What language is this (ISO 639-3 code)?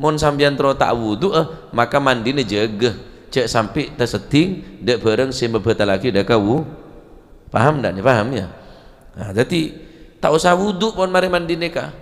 mad